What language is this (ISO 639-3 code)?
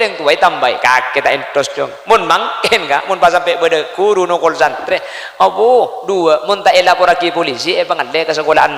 mad